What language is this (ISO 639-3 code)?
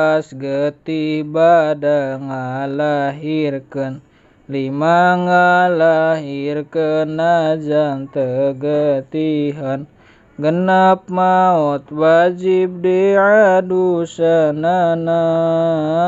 sun